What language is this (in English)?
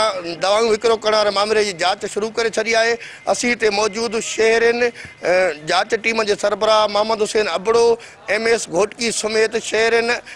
Sindhi